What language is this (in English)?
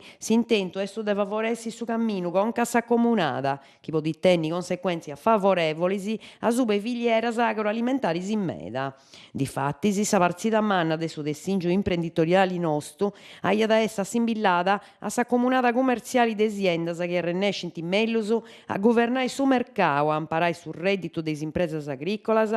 Sardinian